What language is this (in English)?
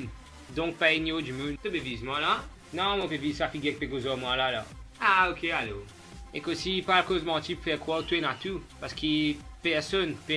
Morisyen